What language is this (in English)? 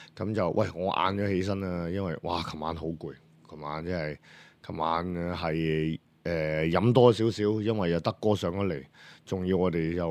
Cantonese